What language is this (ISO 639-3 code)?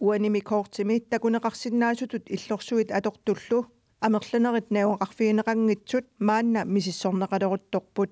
kal